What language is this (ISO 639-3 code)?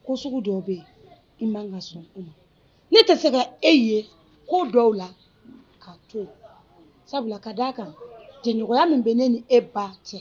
bam